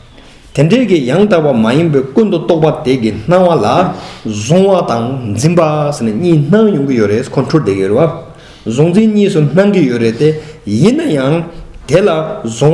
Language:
Tibetan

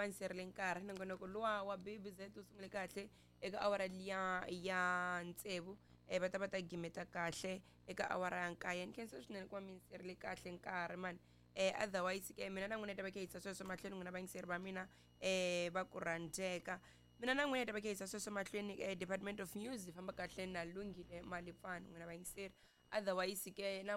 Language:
Tsonga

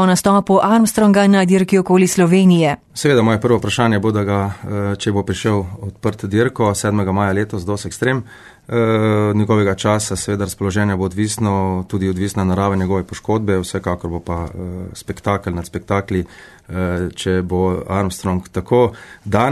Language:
Slovenian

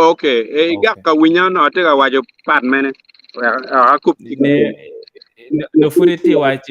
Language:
Acoli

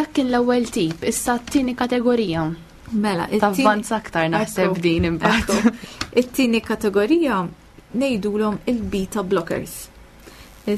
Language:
Maltese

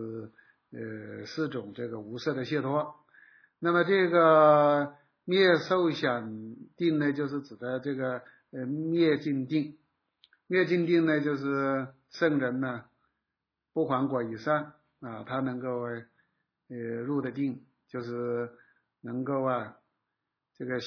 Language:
Chinese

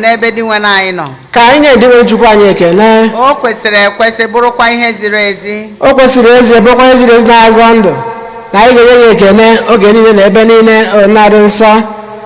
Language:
Igbo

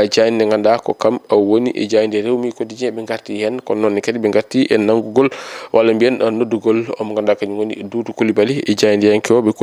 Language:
Fula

